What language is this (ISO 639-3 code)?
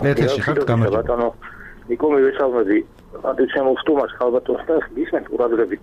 kat